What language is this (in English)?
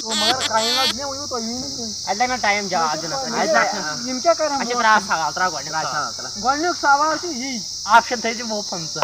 Kashmiri